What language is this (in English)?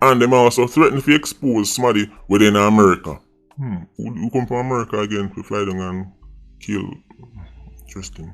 Jamaican Creole English